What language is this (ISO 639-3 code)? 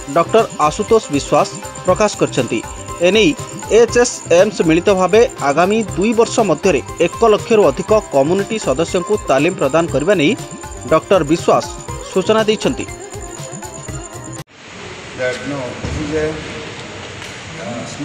ori